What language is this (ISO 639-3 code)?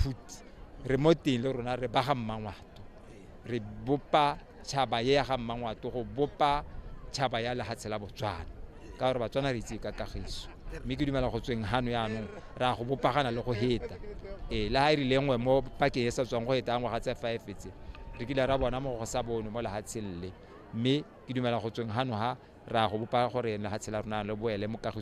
tsn